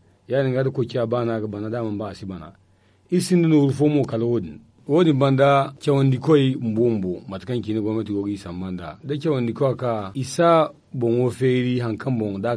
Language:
Zarma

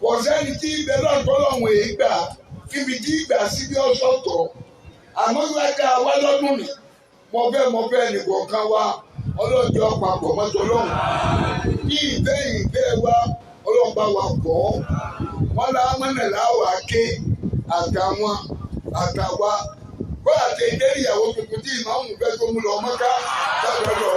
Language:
Yoruba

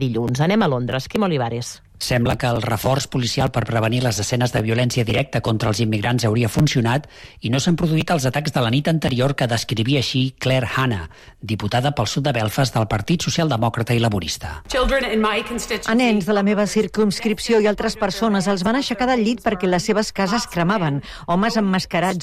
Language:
Catalan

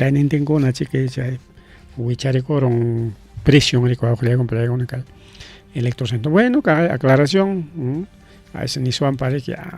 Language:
Ayacucho Quechua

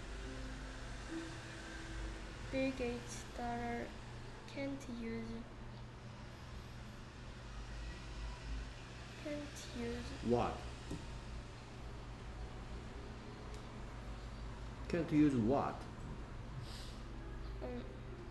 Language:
Korean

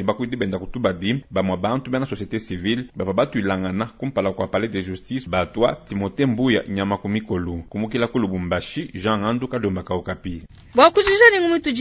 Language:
Luba-Lulua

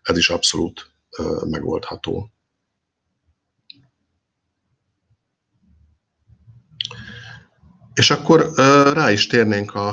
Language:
Hungarian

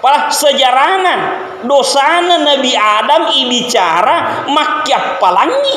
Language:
Buginese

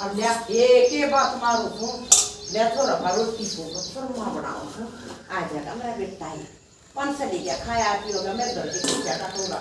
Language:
Haryanvi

